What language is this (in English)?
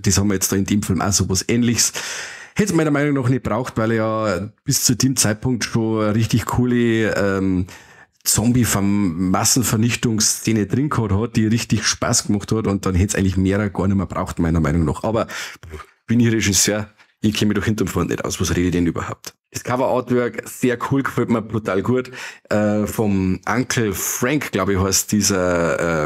Bavarian